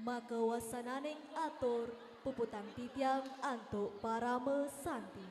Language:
Balinese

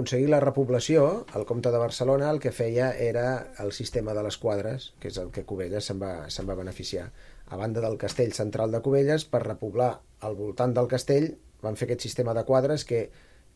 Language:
Catalan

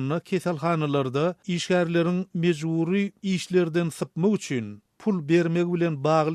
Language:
Turkmen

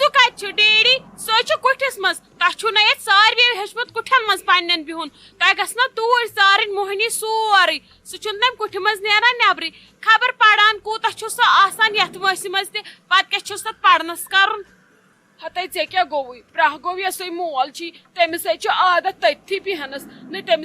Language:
Kashmiri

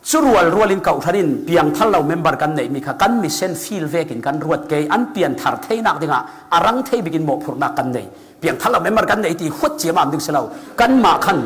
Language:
Falam Chin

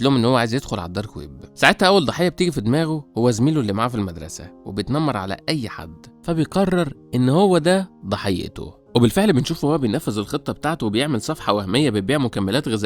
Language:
Egyptian Arabic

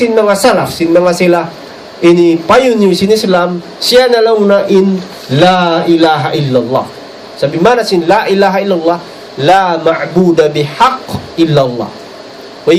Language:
Tausug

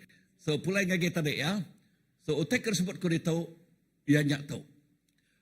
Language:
Iban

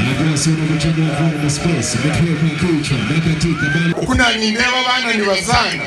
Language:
Nyankole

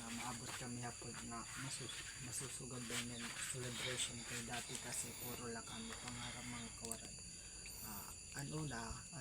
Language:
Waray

